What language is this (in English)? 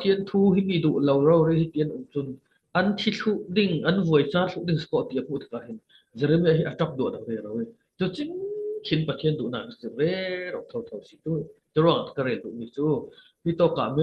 Falam Chin